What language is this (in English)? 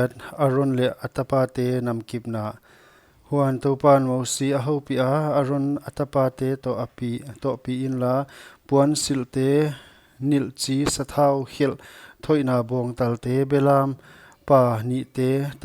Paite Chin